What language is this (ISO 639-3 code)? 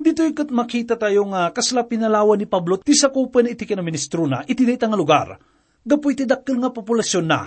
ilo